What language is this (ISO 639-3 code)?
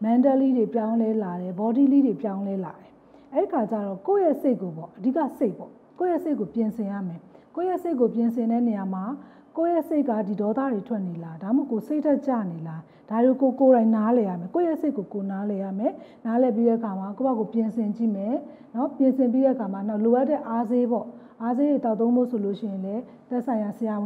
mya